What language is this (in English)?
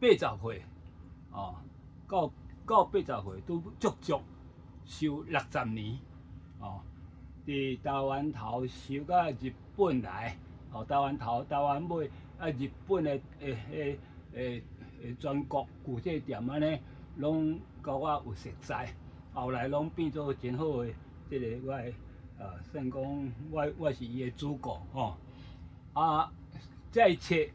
Min Nan Chinese